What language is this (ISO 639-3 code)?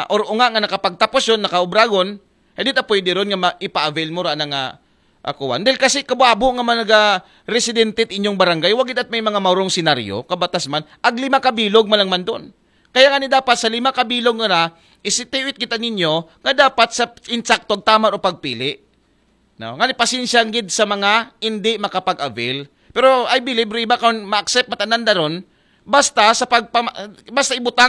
akl